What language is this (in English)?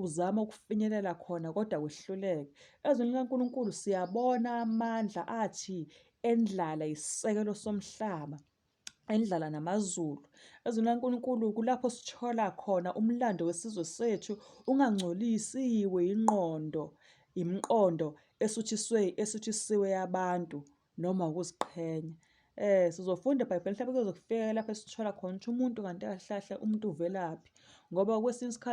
Zulu